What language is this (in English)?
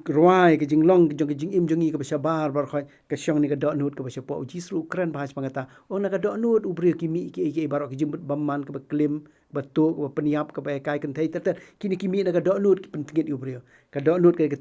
Khasi